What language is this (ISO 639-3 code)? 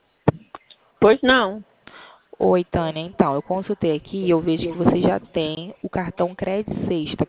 por